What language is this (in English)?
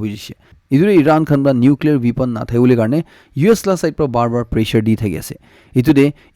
Naga Pidgin